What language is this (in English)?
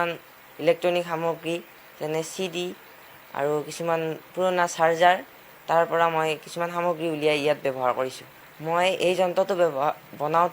Assamese